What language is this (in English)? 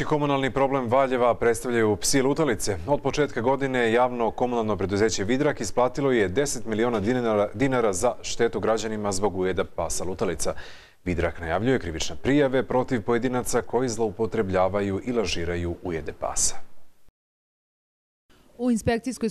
Serbian